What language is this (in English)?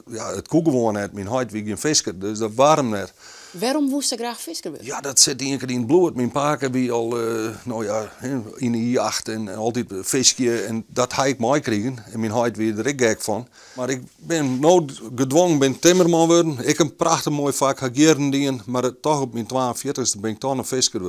Western Frisian